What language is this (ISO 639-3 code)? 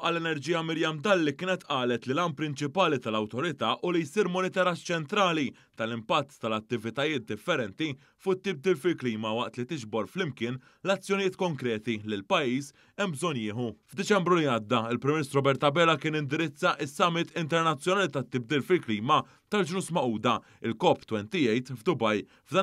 mlt